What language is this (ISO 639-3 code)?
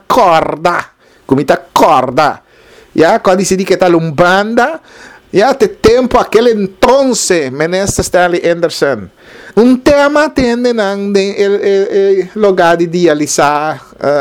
pap